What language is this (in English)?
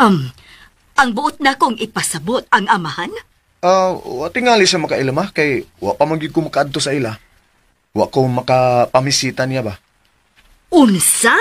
Cebuano